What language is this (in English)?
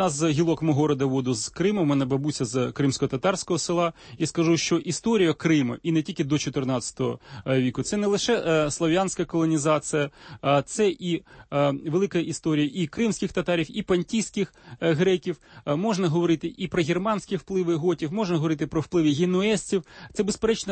Ukrainian